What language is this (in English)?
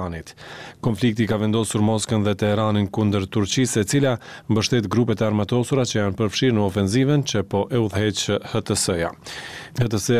Albanian